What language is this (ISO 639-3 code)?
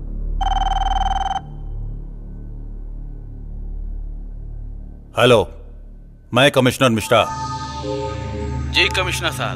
bho